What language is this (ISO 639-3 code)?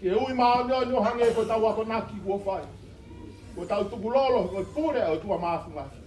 ton